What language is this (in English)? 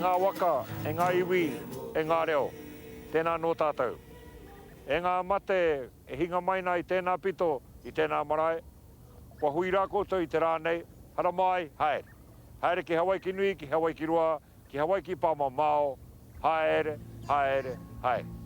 Māori